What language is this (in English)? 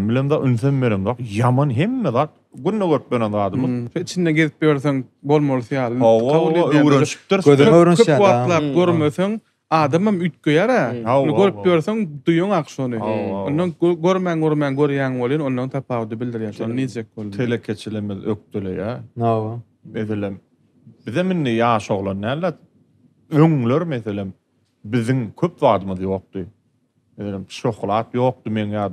Turkmen